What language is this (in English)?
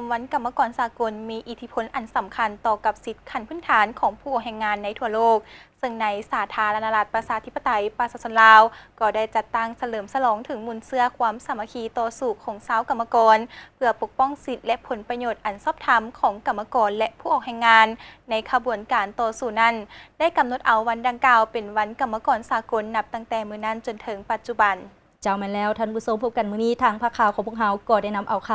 Lao